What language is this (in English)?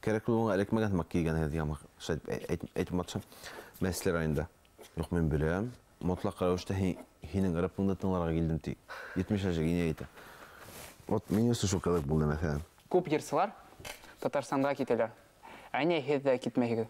Bashkir